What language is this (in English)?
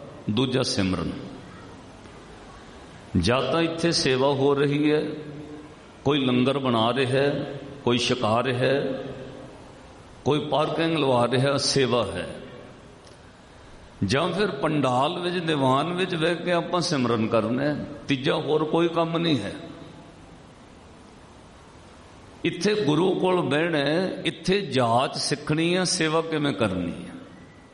Punjabi